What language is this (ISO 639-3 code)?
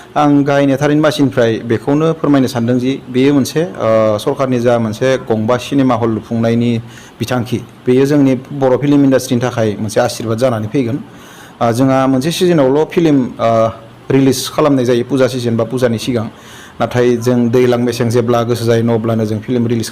brx